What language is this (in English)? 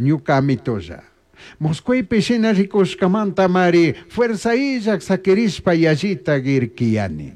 Chimborazo Highland Quichua